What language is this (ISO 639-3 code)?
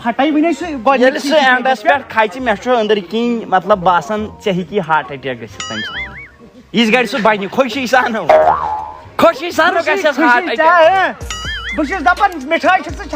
kas